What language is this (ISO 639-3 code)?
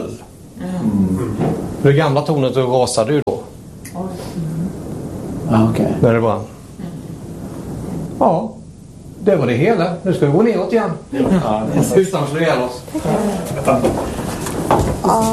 swe